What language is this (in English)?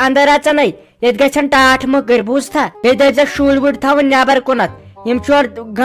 Kashmiri